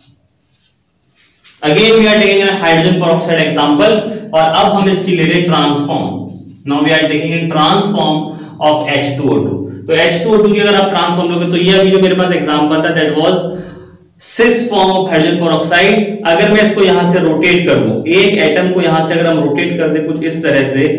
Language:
Hindi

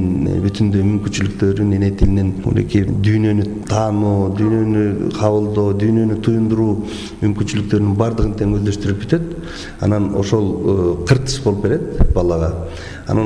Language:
Kyrgyz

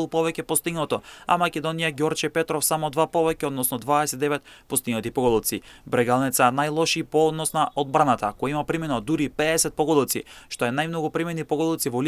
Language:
Macedonian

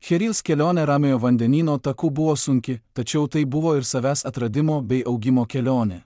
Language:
Lithuanian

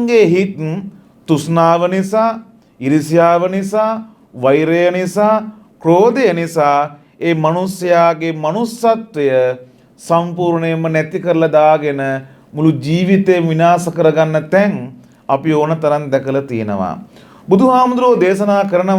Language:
Sinhala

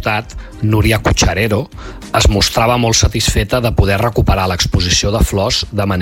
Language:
Catalan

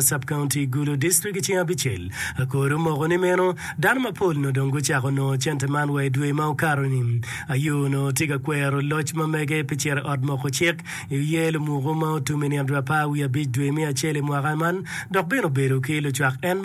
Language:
Acoli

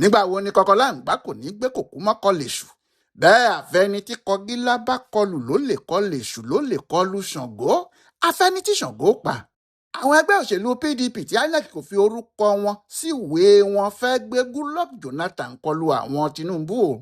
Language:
Yoruba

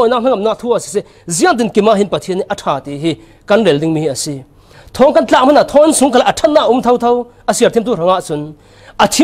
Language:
Falam Chin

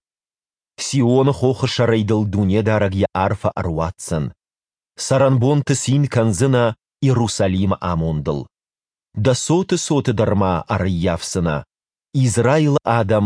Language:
Ossetic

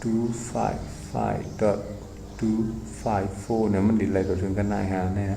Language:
Shan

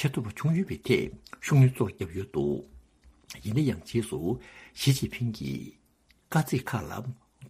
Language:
Tibetan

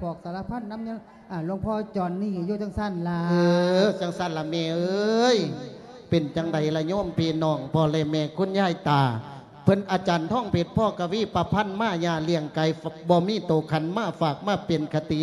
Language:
Lao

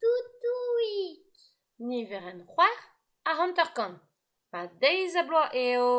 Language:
Breton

